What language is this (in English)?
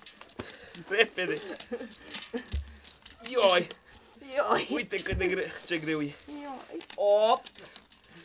Romanian